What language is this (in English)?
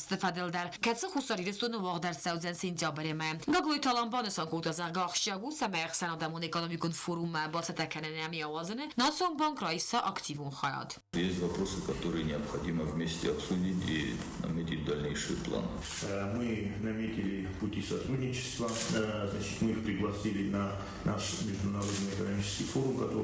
Ossetic